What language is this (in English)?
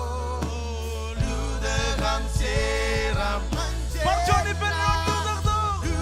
Marshallese